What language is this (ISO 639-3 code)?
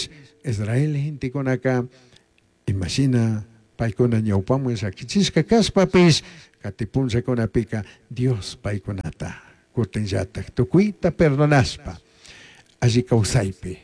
qug